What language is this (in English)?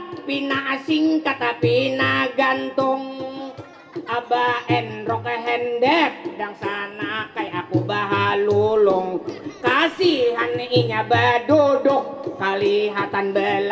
Banjar